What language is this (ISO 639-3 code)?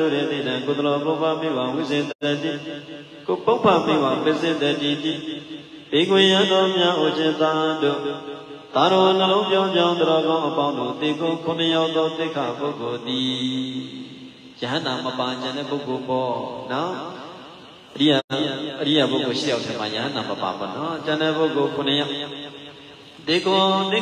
mya